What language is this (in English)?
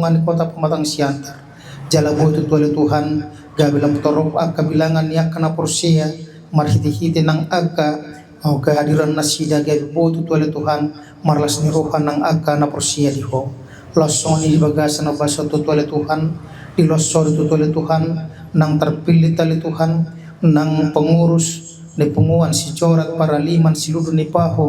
Batak Toba